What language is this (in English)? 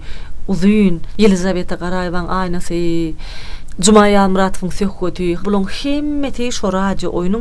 Turkmen